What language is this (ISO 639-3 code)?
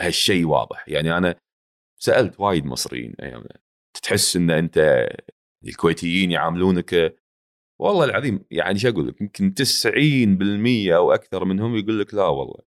afb